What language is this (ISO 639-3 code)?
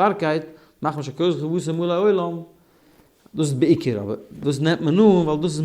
yid